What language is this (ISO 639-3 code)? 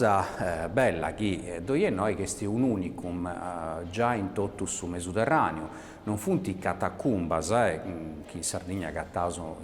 srd